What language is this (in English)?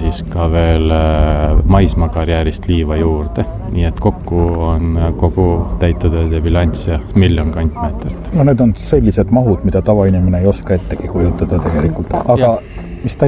Estonian